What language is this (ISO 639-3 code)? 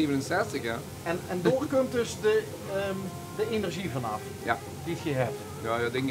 lim